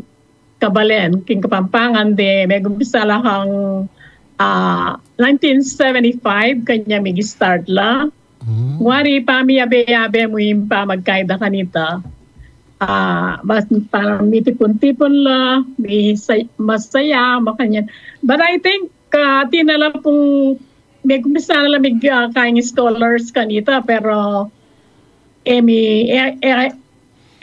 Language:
Pampanga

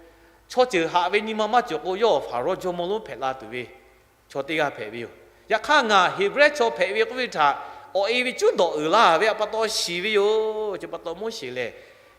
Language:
Lahu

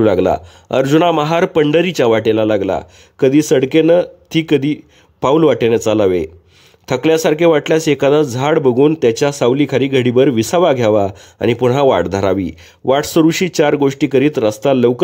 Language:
Marathi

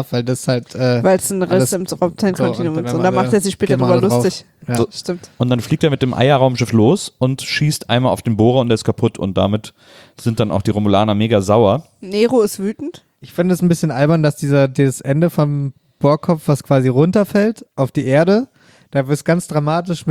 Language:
German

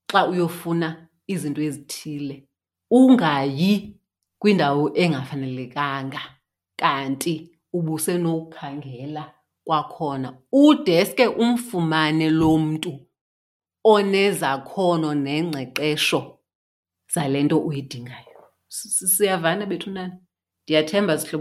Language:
Xhosa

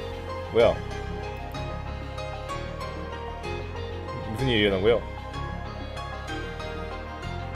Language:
Korean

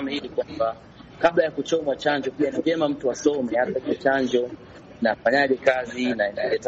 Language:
Swahili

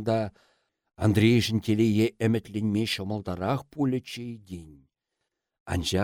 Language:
Chuvash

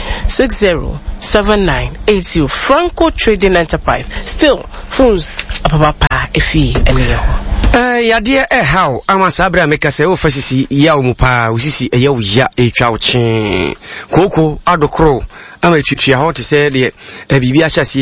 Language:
Akan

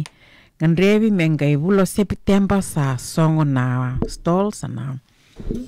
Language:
Fijian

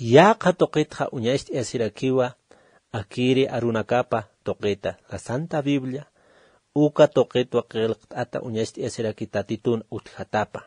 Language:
Aymara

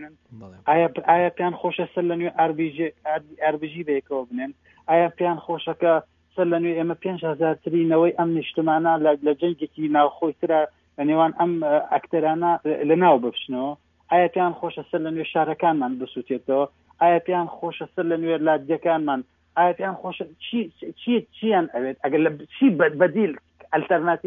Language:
Central Kurdish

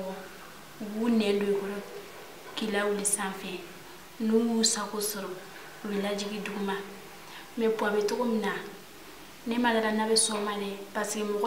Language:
Bambara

